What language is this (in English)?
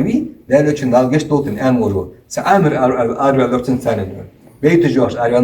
Ingush